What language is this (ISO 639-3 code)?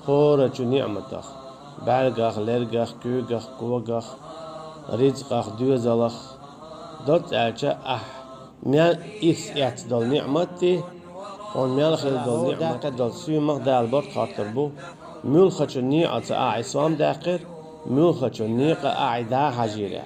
che